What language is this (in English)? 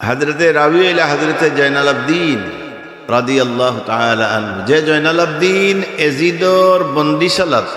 Sylheti